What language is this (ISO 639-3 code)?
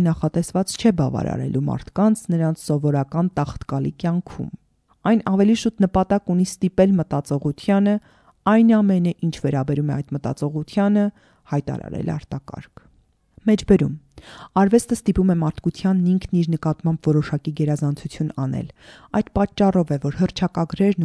hye